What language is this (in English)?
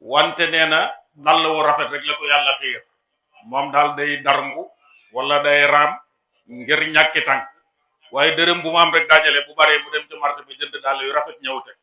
Wolof